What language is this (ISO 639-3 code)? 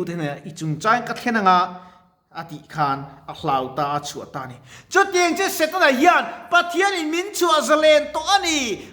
lus